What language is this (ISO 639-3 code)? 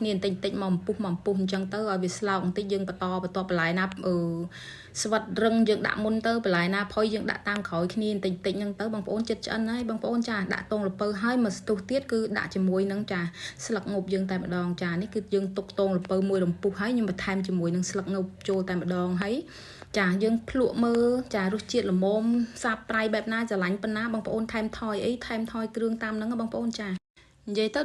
khm